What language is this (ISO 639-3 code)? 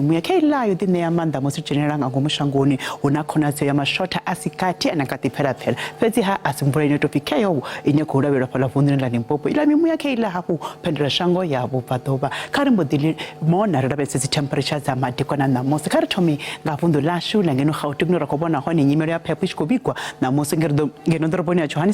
ven